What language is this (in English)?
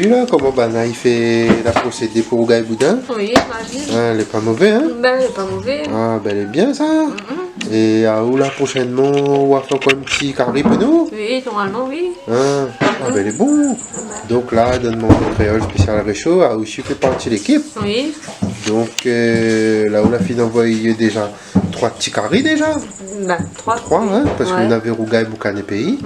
Réunion Creole French